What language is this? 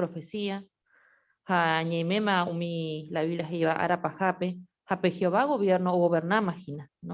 Guarani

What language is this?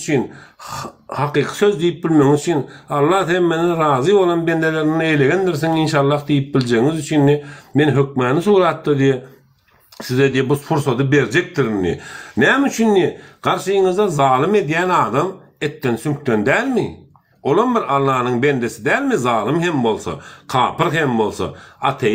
Turkmen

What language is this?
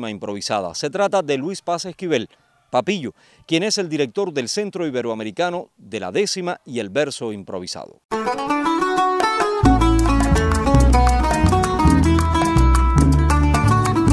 Spanish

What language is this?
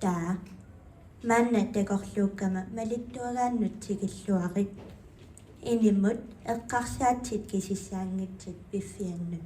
Kalaallisut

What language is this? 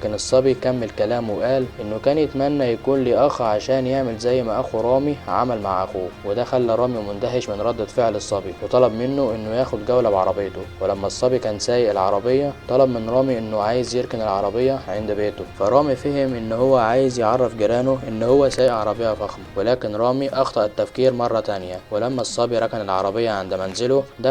Egyptian Arabic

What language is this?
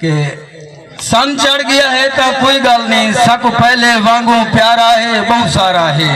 Saraiki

